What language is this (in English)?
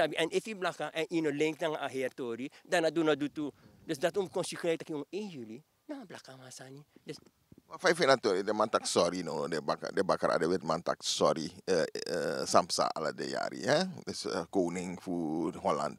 Sranan Tongo